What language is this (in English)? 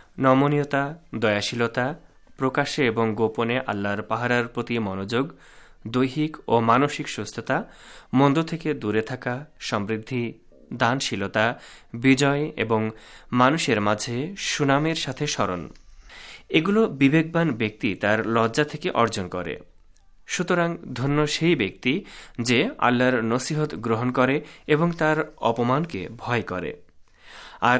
Bangla